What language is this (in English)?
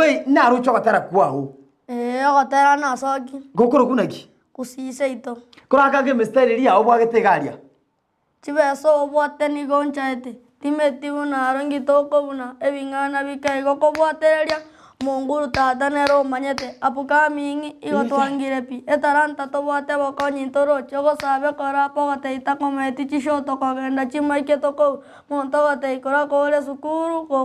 Gusii